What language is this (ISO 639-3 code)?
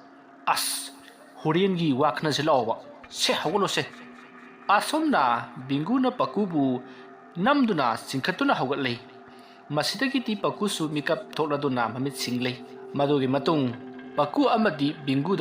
mni